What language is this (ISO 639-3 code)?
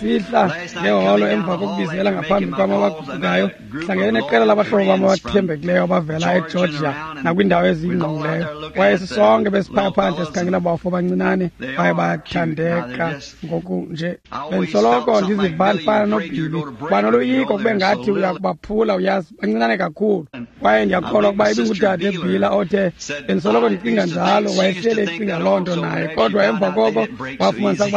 xho